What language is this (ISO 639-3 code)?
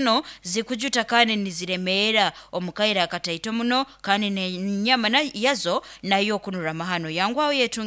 nyo